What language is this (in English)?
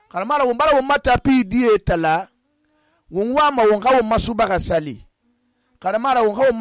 Susu